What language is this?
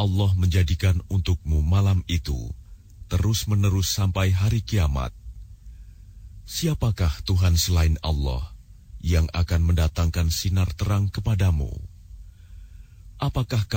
Indonesian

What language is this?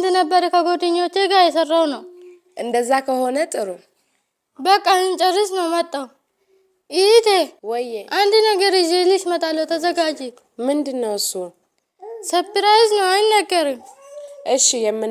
Amharic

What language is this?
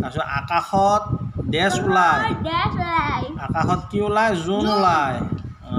Assamese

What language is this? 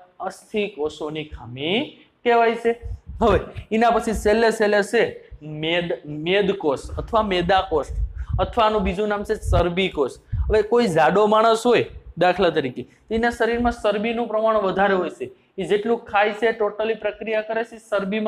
Gujarati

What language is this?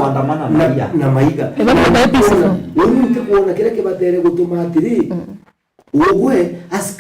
Meru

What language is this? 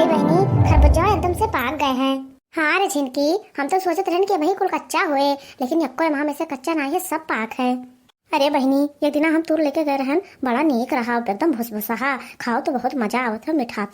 Awadhi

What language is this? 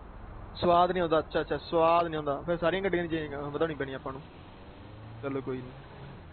Punjabi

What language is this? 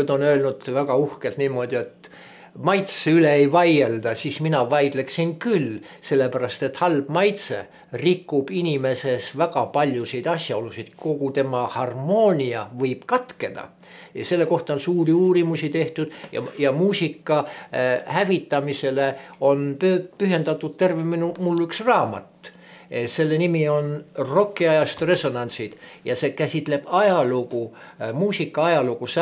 Estonian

